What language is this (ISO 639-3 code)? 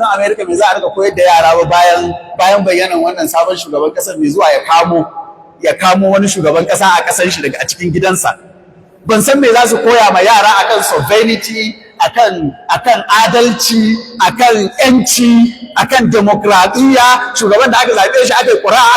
hau